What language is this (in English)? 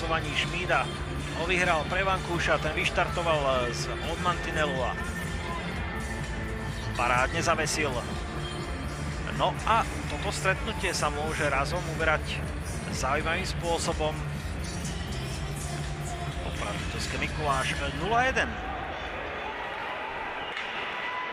Slovak